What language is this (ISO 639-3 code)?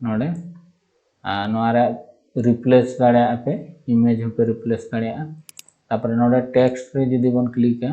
sat